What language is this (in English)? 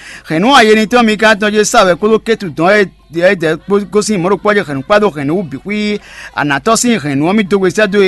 Fon